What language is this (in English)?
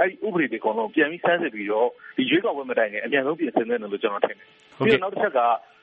Burmese